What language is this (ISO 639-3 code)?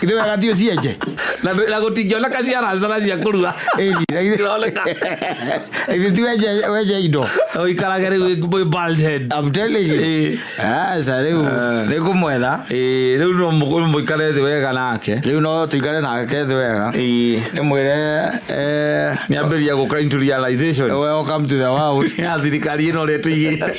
kik